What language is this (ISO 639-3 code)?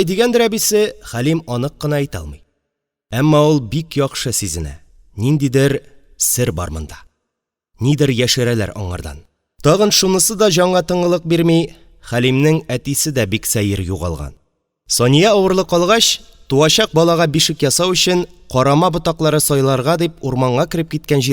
tat